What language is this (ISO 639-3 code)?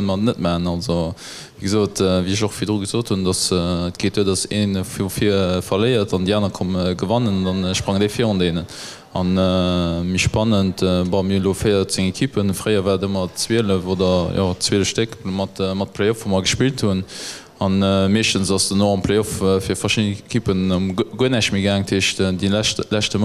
ltz